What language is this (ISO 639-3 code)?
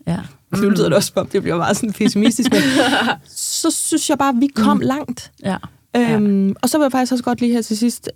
dan